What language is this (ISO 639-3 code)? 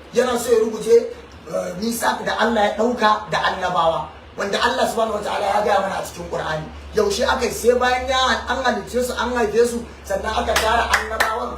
hau